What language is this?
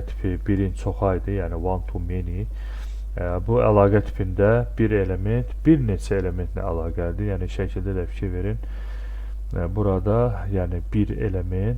Azerbaijani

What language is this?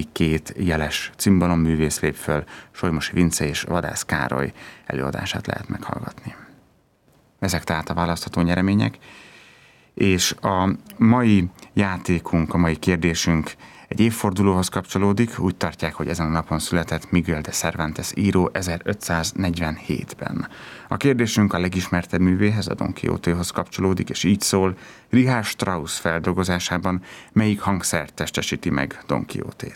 Hungarian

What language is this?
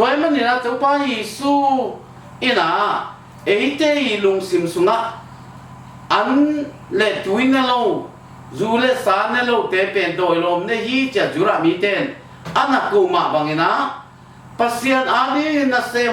Tedim Chin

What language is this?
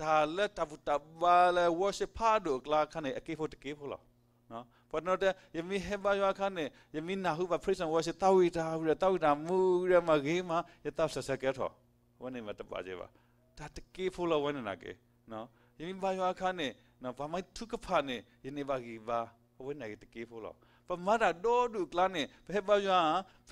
S'gaw Karen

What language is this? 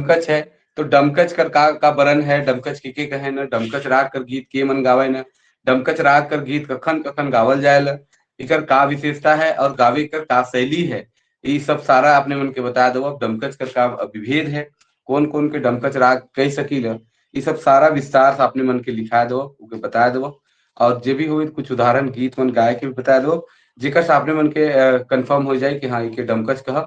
Sadri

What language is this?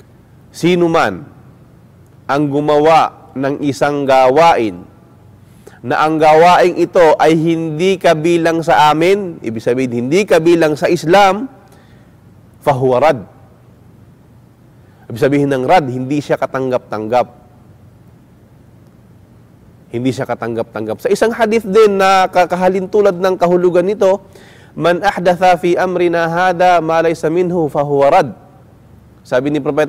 Filipino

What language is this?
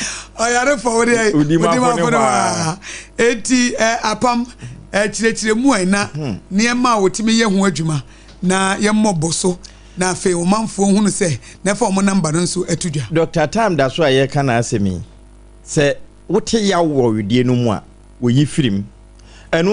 Akan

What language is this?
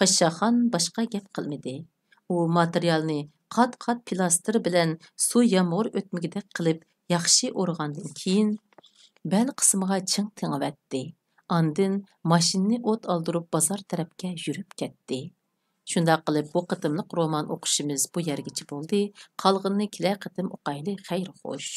Uyghur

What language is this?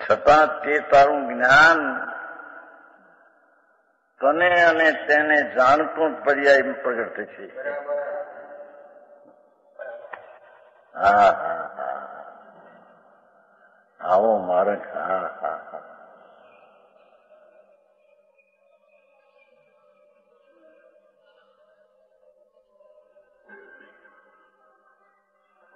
Gujarati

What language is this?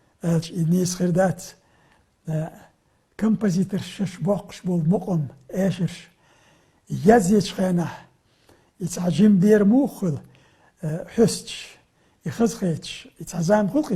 Chechen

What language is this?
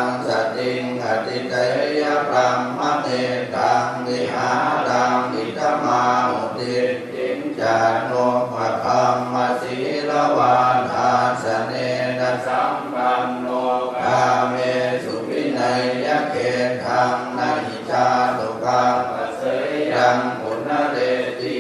Pali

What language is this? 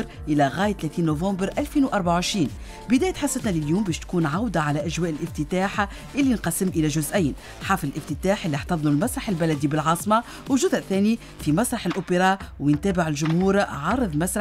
Tunisian Arabic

